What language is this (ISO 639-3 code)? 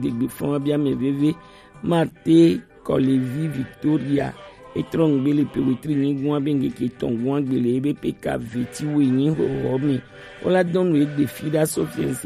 gej